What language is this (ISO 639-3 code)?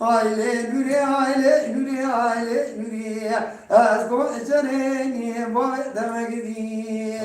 kur